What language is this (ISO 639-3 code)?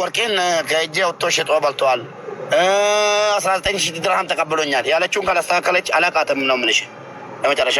amh